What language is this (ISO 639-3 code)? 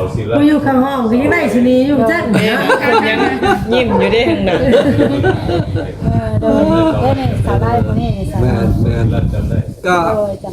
lao